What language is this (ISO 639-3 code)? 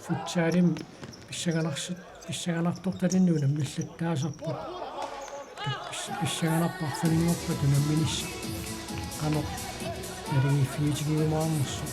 kal